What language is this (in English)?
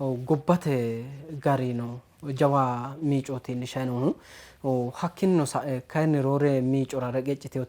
Sidamo